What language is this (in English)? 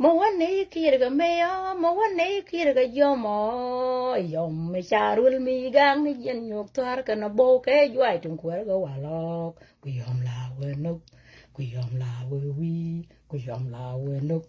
Nuer